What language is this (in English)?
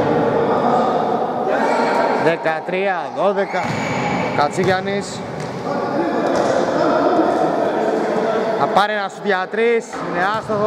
Greek